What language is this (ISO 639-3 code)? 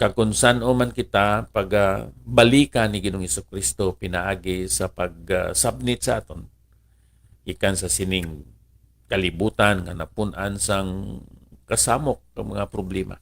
hil